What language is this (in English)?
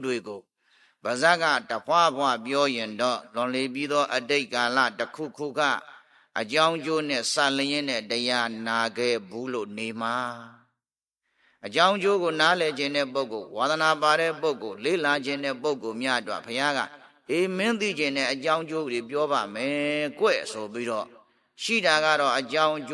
Burmese